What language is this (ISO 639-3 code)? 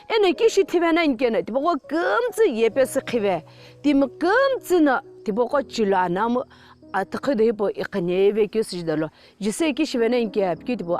nsm